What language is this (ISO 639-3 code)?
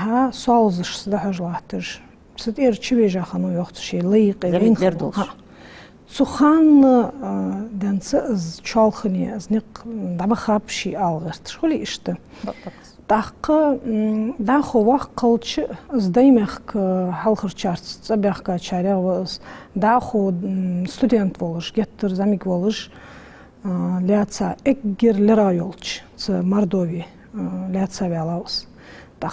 inh